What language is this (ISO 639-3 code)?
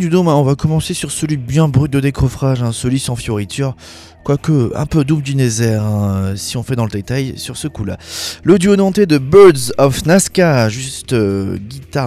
fra